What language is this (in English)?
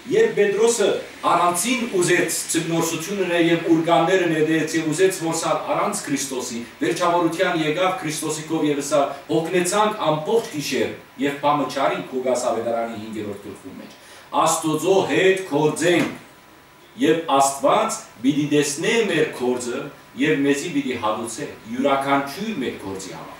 Western Armenian